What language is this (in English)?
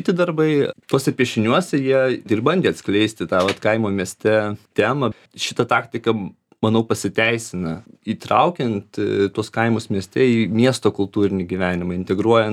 Lithuanian